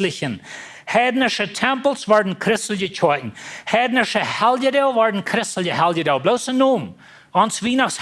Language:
Plautdietsch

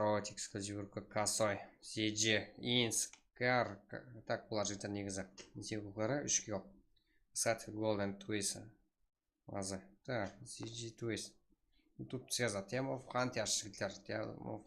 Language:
Kara-Kalpak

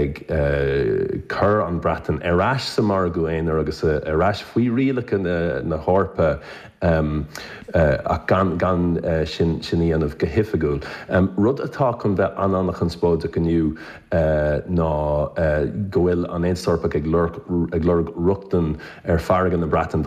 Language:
Irish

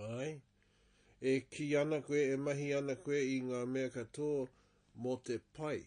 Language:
Māori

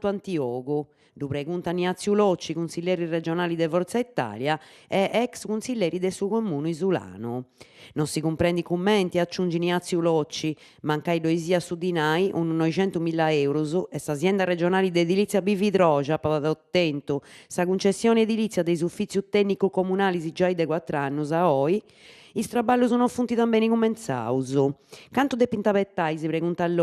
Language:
Sardinian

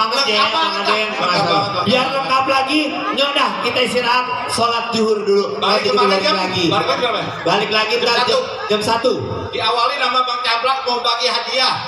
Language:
Betawi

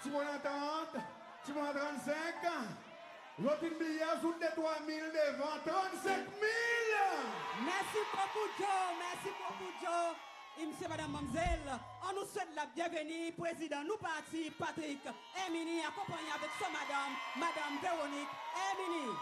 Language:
Seselwa Creole French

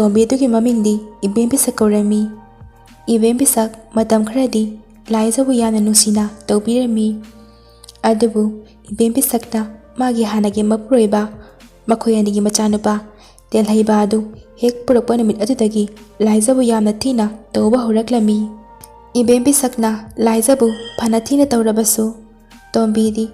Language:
Manipuri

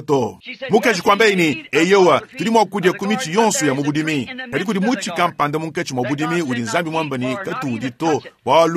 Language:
Luba-Lulua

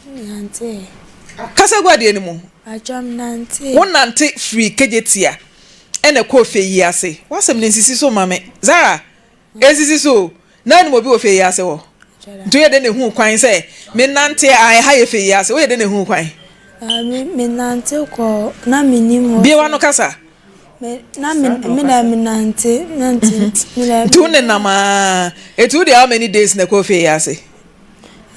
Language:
Akan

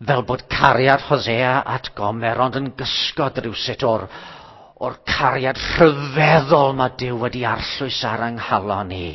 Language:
Welsh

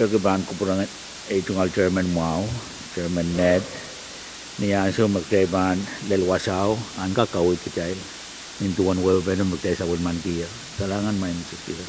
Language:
Pohnpeian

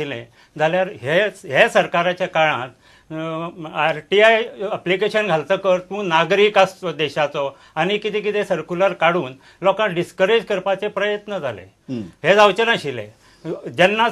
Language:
Konkani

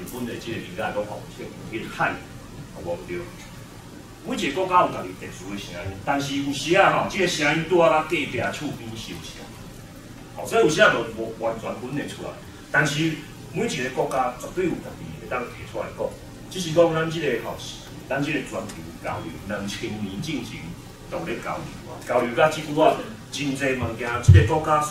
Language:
Min Nan Chinese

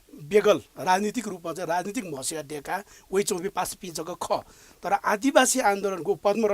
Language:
Newari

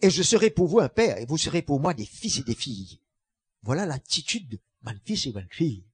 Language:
Morisyen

